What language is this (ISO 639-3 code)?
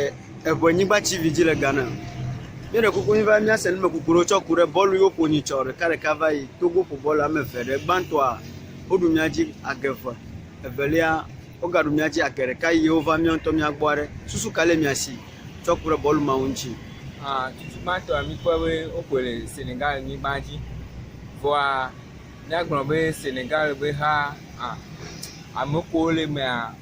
ewe